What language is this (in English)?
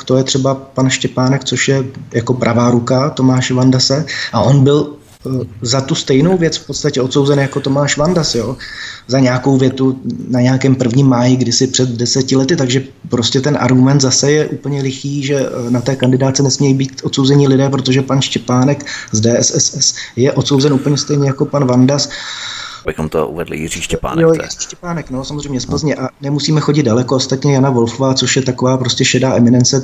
Czech